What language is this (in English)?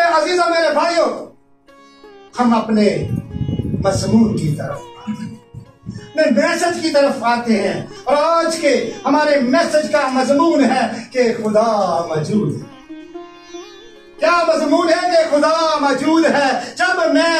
Urdu